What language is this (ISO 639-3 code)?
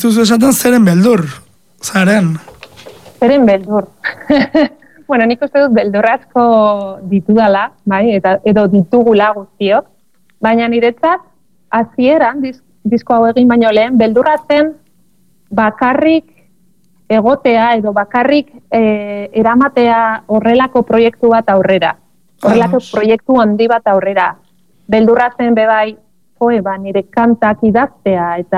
eus